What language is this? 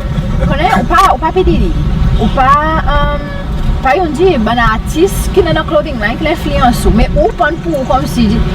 Seselwa Creole French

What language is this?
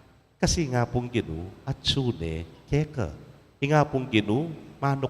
Pampanga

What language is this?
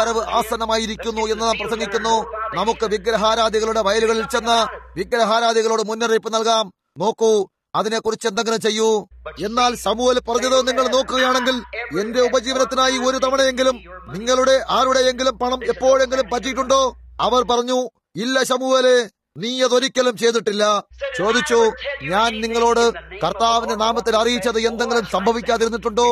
Malayalam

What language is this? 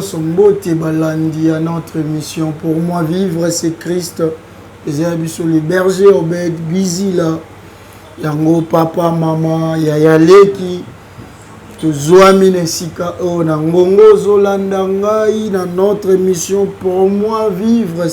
Lingala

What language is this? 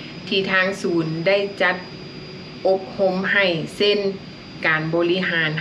Lao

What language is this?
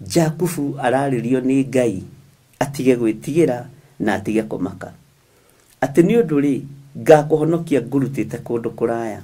Kikuyu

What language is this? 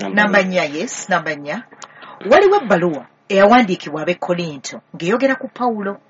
Ganda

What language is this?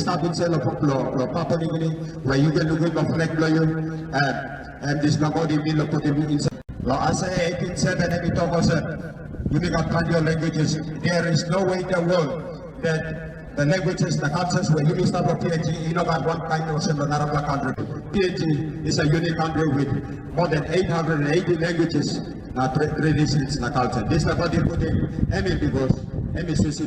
Tok Pisin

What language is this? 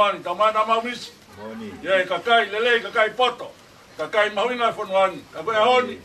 Tongan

